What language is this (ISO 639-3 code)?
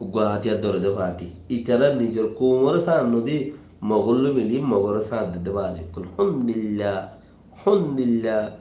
rhg